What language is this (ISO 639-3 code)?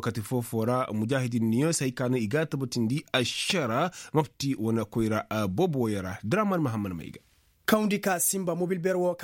ses